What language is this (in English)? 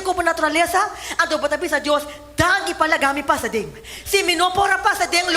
Papiamento